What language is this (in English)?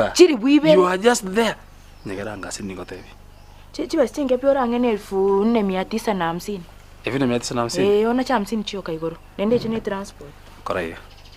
Gusii